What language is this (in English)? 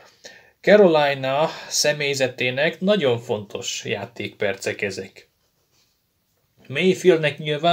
Hungarian